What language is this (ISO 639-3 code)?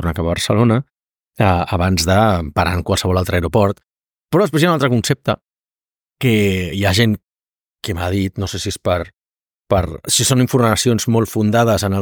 cat